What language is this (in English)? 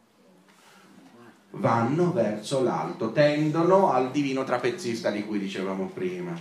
Italian